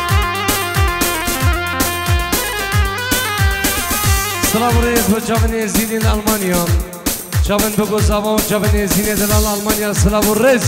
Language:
Persian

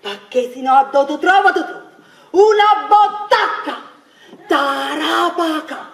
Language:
Neapolitan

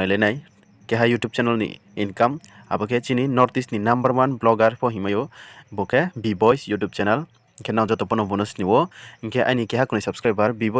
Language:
Riang (India)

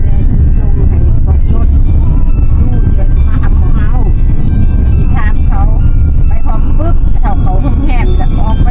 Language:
Lao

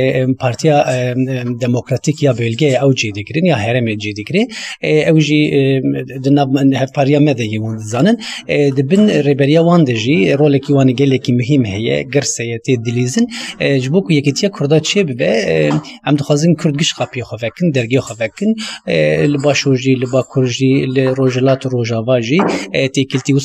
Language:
Kurdish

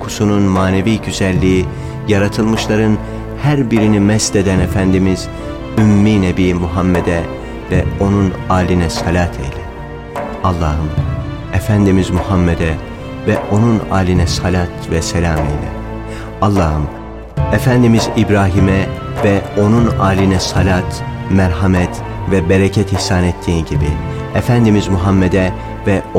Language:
Turkish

